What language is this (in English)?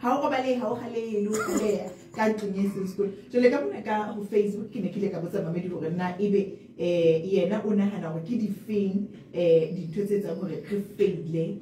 Southern Sotho